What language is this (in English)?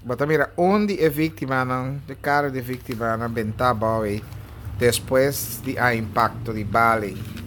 Papiamento